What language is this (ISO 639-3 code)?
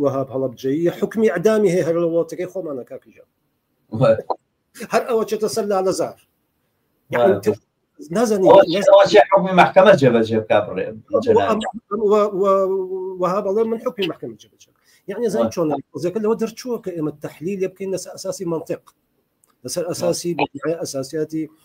ckb